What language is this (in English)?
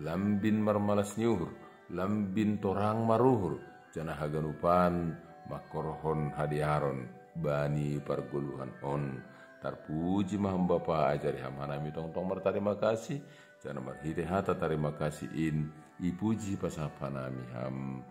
Batak Simalungun